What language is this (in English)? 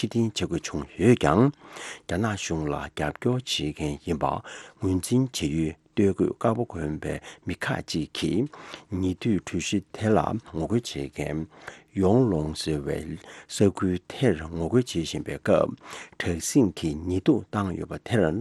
Tibetan